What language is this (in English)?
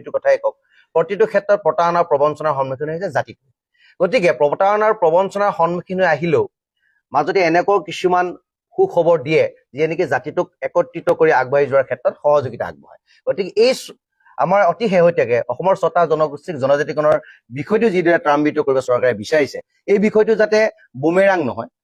Assamese